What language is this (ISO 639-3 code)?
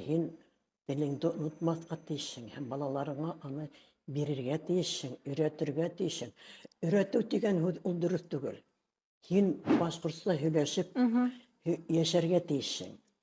bak